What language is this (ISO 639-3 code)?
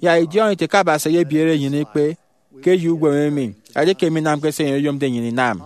efi